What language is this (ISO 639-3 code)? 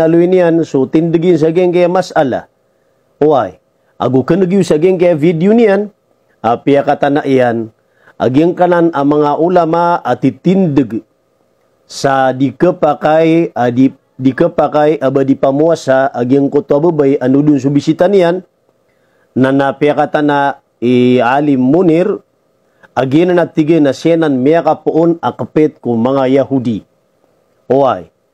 mrw